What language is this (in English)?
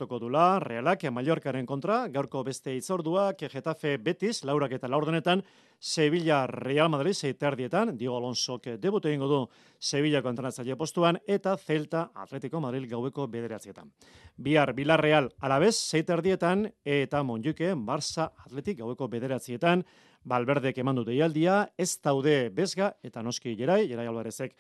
Basque